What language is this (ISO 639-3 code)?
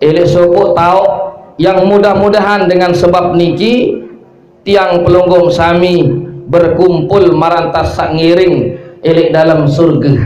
sas